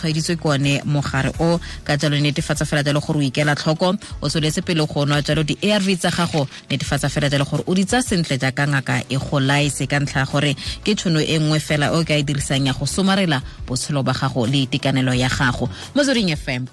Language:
Tswana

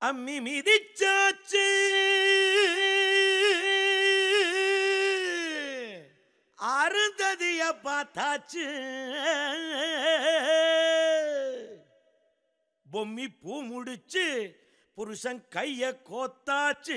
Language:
Tamil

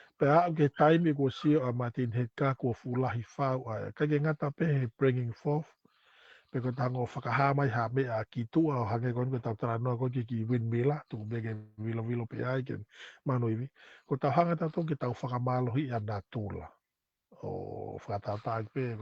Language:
Tongan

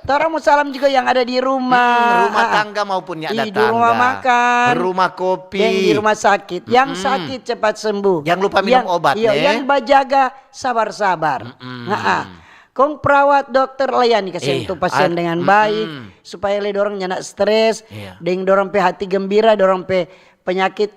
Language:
Manado Malay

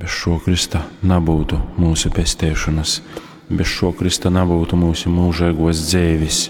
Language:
Latgalian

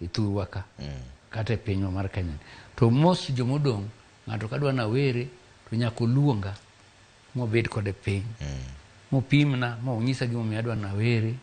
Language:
Luo (Kenya and Tanzania)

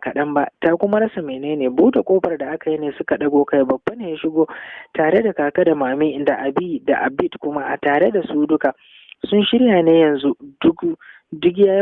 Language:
Hausa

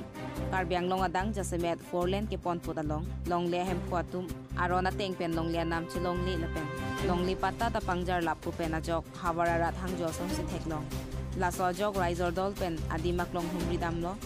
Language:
Karbi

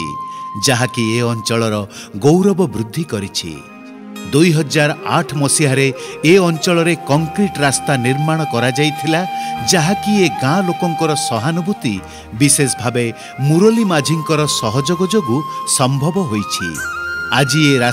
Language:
Odia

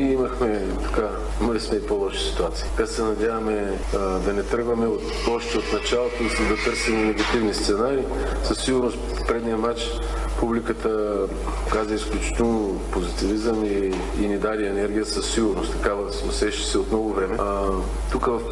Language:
Bulgarian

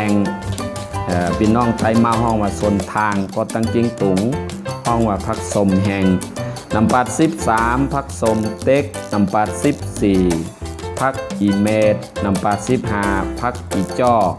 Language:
Shan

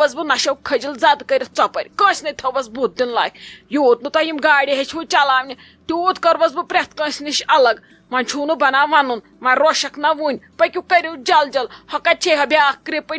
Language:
Kashmiri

